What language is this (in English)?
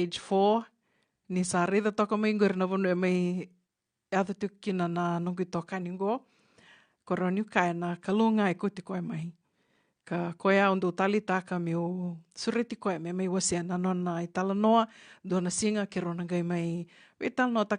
Fijian